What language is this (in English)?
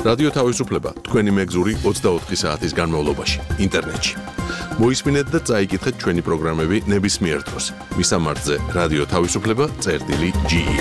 Georgian